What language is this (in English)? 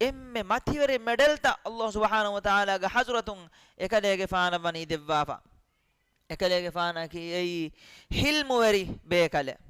Divehi